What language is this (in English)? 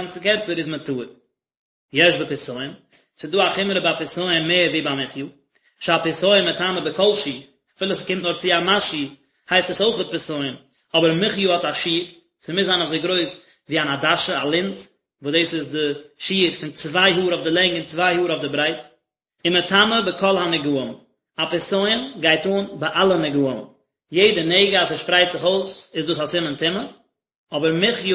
Yiddish